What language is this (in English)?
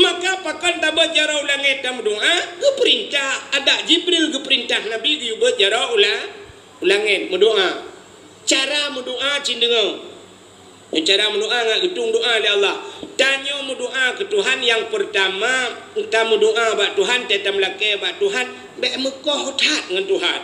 Achinese